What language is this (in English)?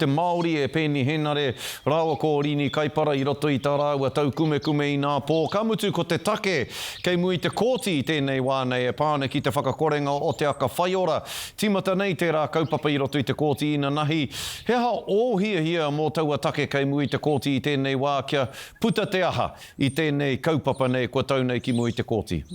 Māori